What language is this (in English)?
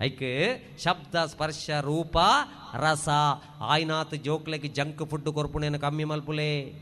Tulu